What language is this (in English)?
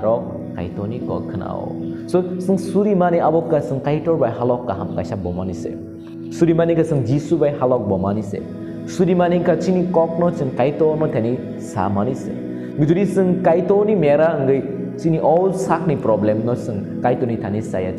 Kok Borok